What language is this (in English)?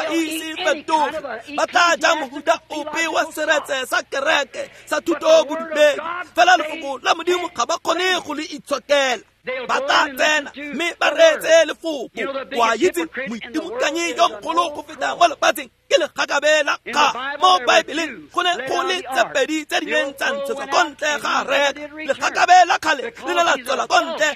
Tswana